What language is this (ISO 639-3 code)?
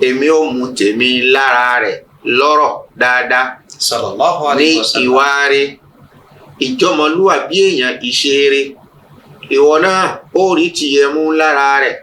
yor